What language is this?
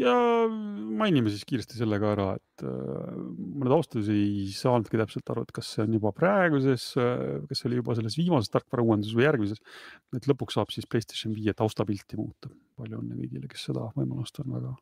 Estonian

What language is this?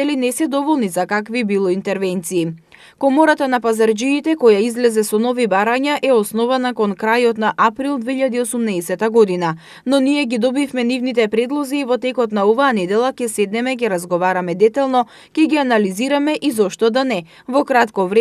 Macedonian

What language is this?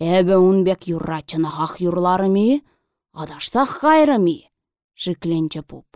Chuvash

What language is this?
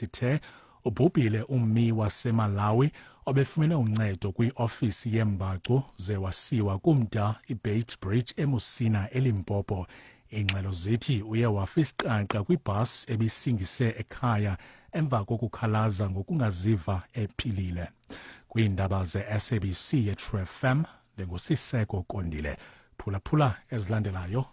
Xhosa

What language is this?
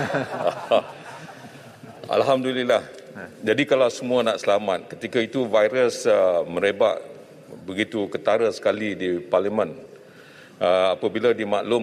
Malay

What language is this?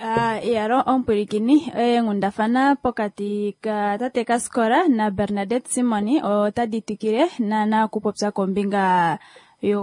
Kuanyama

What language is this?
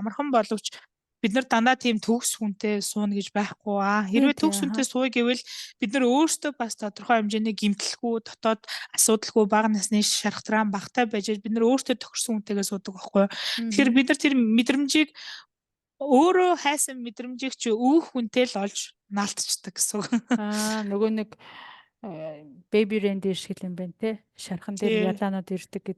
Mongolian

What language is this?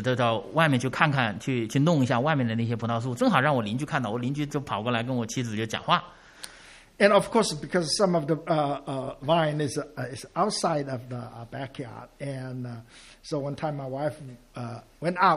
Chinese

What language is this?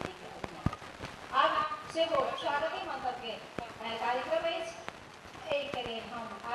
Maithili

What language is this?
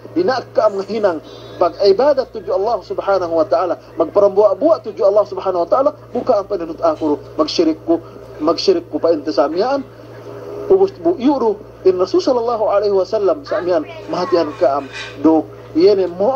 Yakan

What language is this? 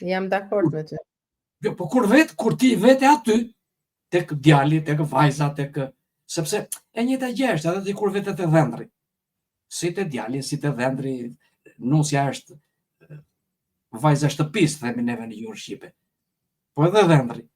Albanian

